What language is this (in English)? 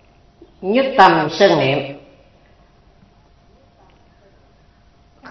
Vietnamese